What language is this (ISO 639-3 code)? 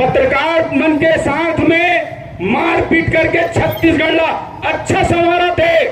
hne